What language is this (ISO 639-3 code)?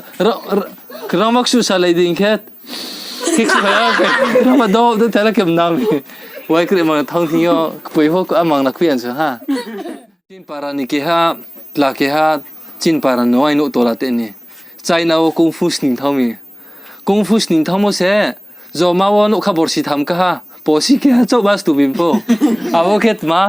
ria